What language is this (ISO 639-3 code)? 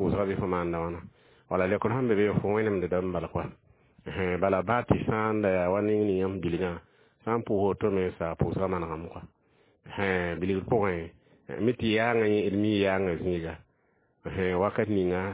mos